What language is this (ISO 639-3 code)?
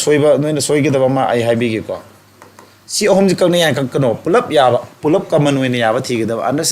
mni